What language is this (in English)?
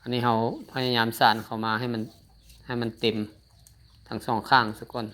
Lao